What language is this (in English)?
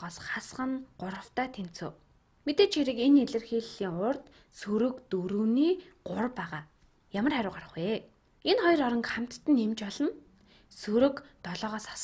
Mongolian